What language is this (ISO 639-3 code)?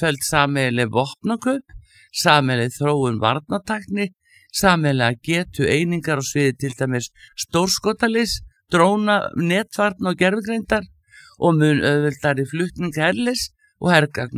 isl